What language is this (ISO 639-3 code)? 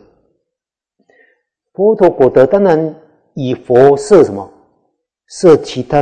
zho